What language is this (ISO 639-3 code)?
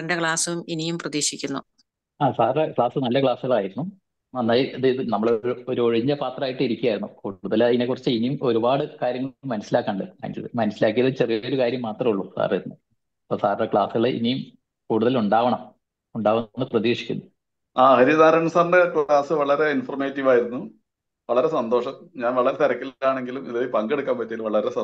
mal